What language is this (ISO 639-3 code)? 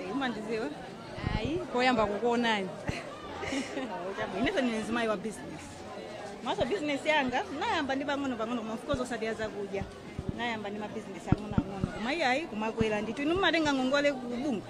nya